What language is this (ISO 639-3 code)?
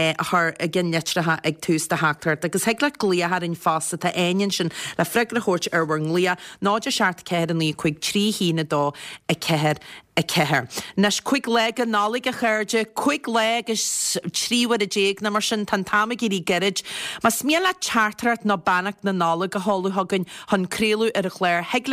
gle